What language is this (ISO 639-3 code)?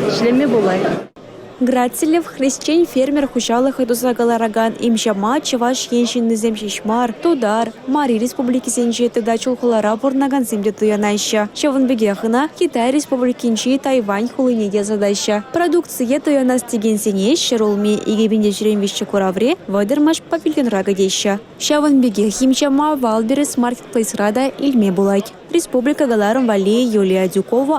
chv